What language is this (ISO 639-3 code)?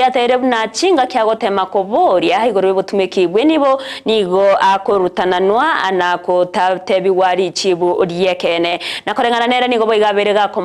guz